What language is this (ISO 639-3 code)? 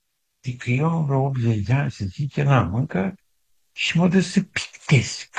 ron